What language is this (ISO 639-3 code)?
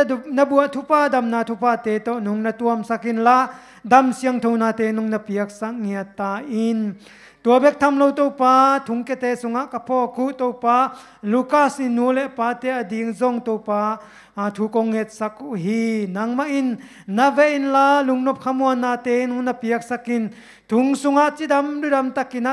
ctd